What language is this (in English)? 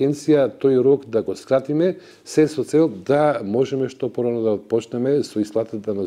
Macedonian